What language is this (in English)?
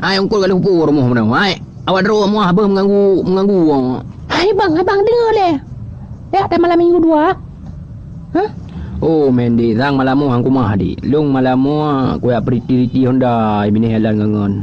Achinese